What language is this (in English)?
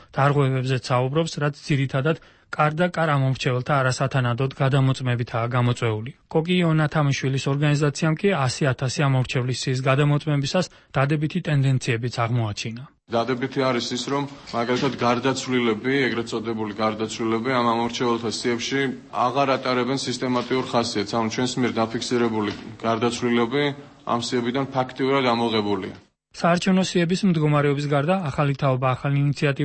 Georgian